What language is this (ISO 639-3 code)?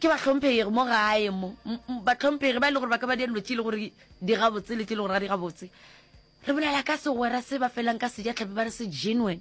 nso